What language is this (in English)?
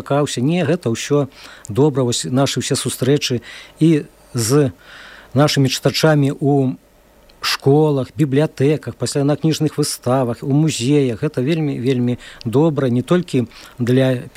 Belarusian